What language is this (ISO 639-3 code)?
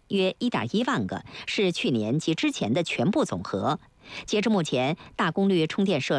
zho